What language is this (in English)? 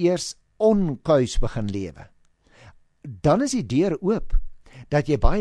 Afrikaans